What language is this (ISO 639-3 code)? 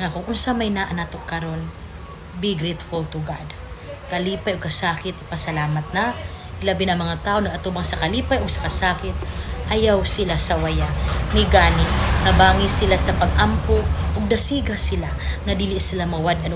ceb